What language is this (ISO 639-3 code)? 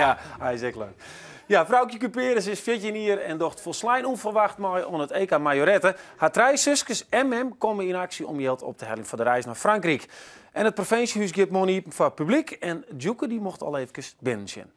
fry